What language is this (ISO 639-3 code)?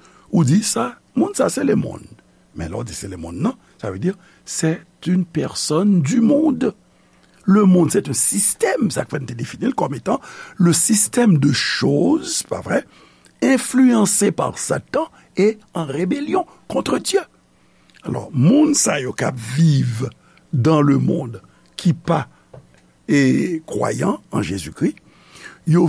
hat